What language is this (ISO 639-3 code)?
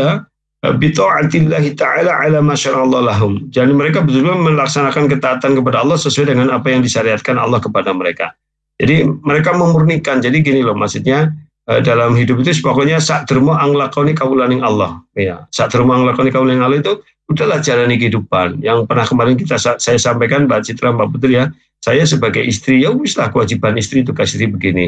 ind